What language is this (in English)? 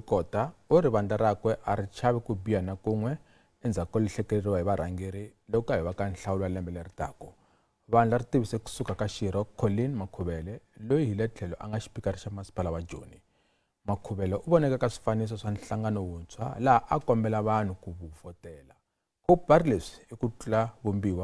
Tsonga